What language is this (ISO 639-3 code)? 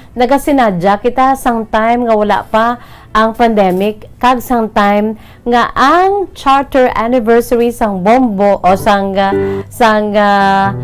hil